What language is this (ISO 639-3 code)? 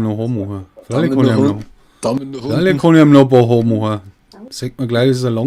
bar